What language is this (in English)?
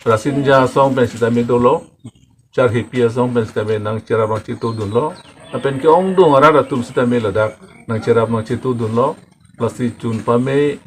Karbi